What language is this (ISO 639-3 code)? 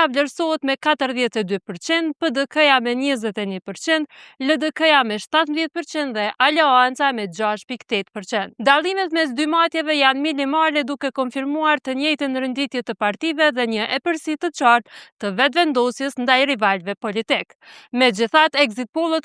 sqi